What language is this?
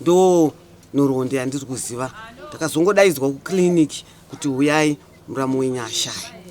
Shona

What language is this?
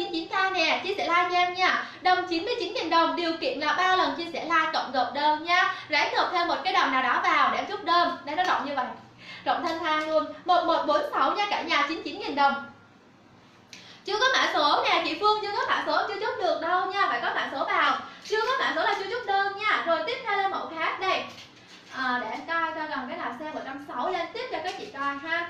Vietnamese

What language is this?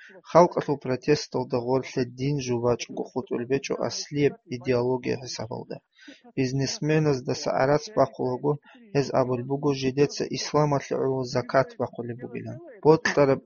Avaric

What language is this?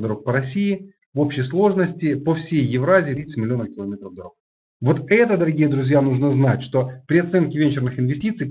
Russian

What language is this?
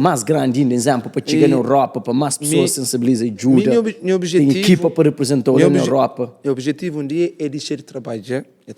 Kabuverdianu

